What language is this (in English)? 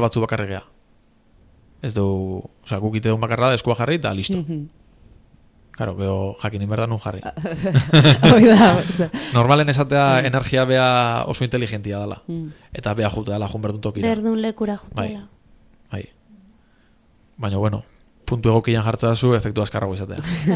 Basque